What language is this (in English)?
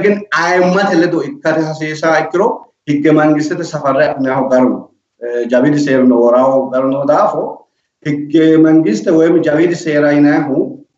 Sidamo